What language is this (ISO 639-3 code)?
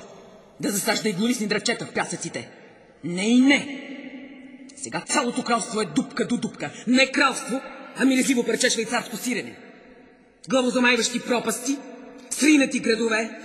bul